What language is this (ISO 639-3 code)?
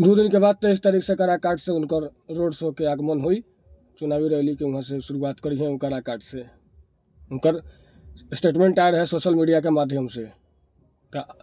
bho